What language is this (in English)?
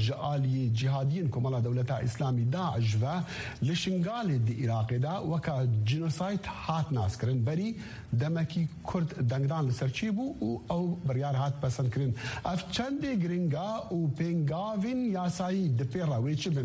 Kurdish